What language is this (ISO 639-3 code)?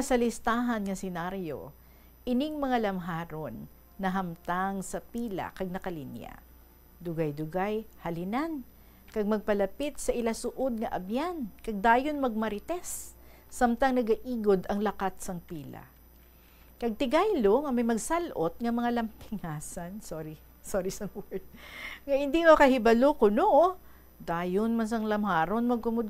hil